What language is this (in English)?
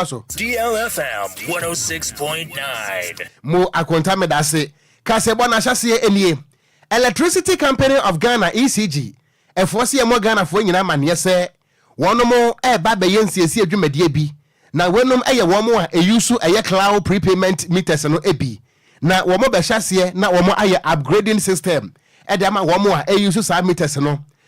Akan